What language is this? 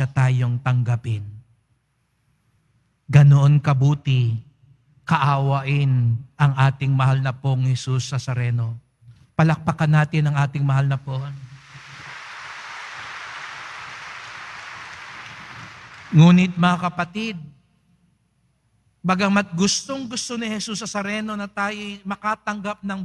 Filipino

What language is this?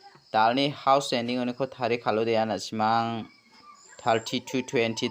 Garo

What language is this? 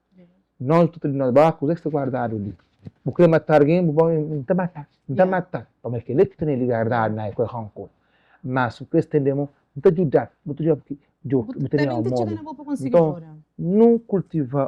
Kabuverdianu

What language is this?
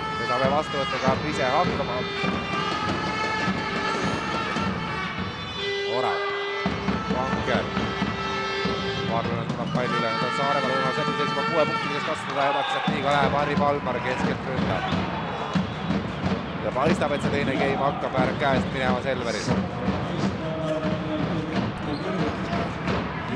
Estonian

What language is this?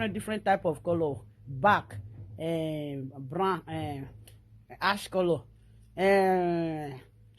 Nigerian Pidgin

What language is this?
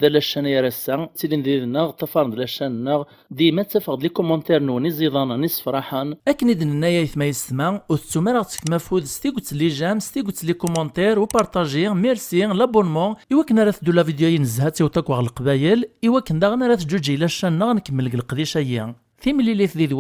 Kabyle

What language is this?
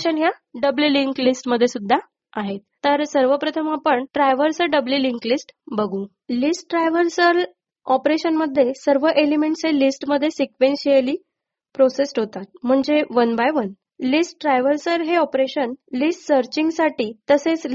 Marathi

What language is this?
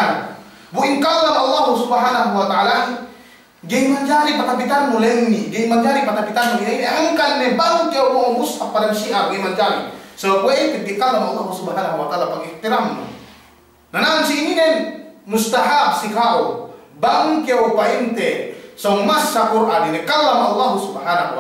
Yakan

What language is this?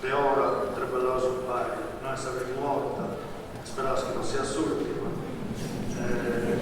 Sardinian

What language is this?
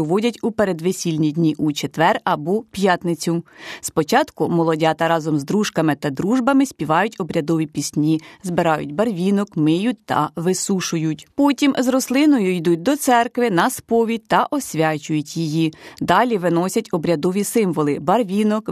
Ukrainian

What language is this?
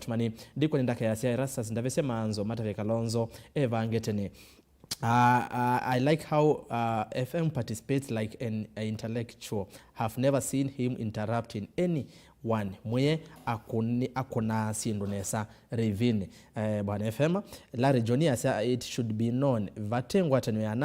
Kamba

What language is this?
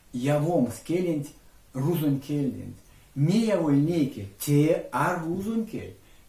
Erzya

